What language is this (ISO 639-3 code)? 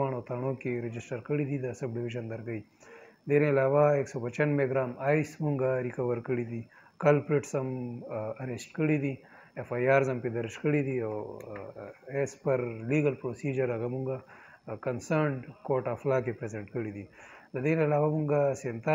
pus